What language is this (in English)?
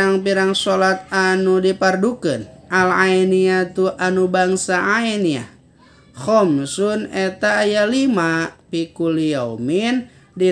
Sundanese